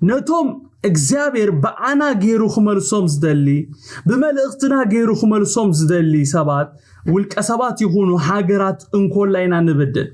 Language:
Tigrinya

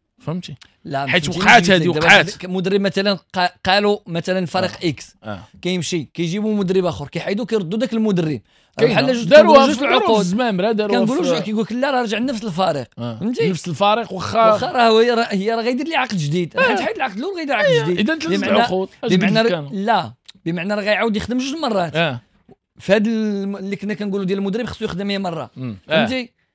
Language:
Moroccan Arabic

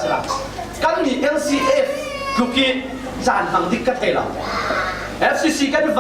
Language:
Falam Chin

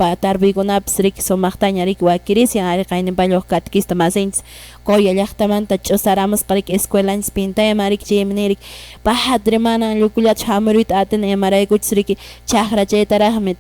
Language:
Quechua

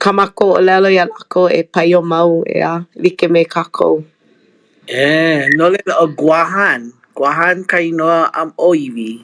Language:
Hawaiian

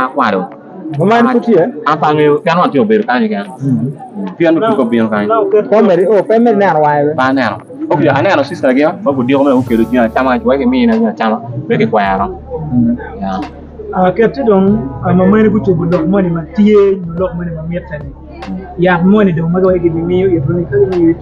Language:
Acoli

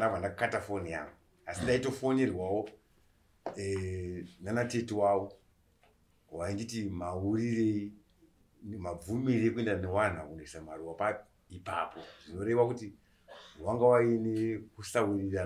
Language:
Shona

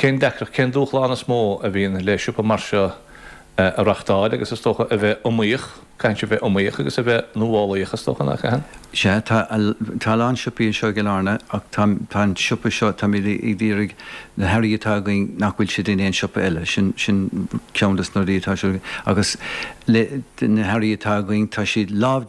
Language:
Irish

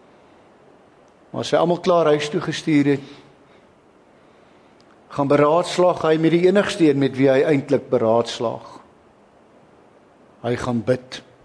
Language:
Afrikaans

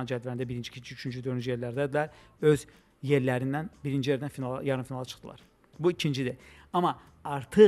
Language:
Azerbaijani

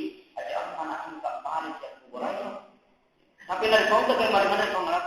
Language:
Buginese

